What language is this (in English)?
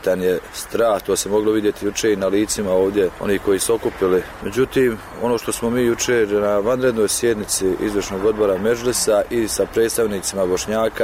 Bosnian